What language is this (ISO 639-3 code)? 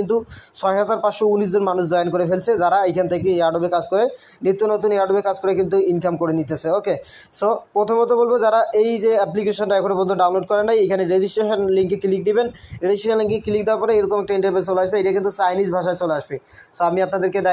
ben